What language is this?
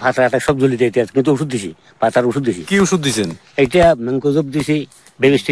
Bangla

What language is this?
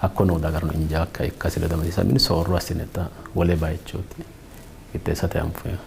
Sidamo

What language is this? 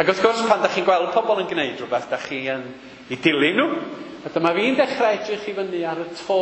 Welsh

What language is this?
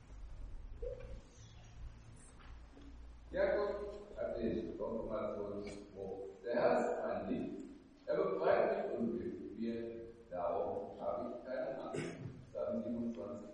German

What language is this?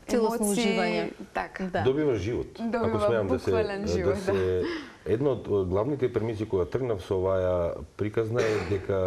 Macedonian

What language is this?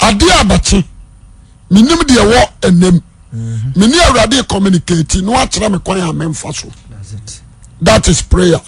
Akan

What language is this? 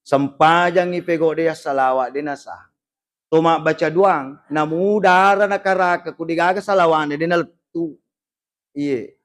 Buginese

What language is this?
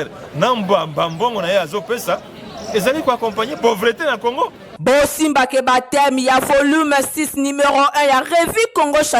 Lingala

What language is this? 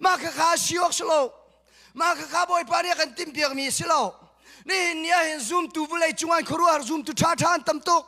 Hakha Chin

